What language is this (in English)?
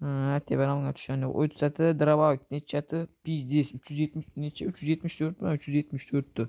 Uzbek